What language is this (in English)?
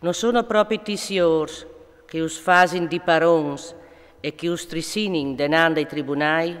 Friulian